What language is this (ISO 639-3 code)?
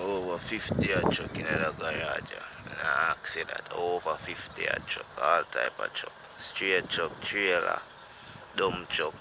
jam